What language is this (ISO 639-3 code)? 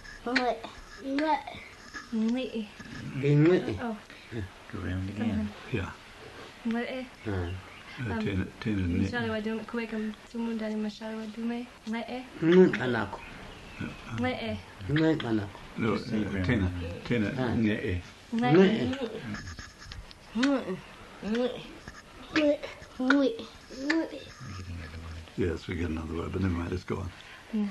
swa